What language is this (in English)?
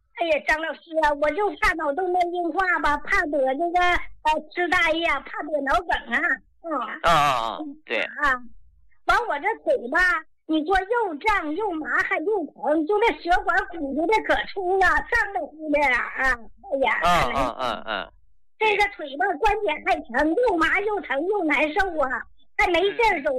Chinese